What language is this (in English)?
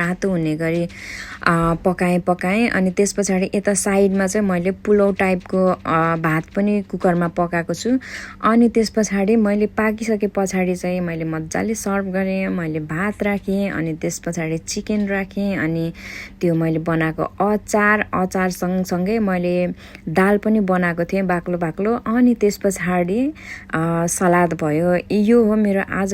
Nepali